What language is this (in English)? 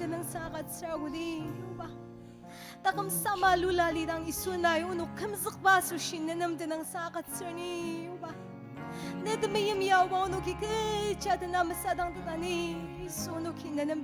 Ao Naga